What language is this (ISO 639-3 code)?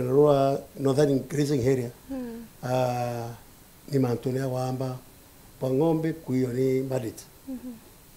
mer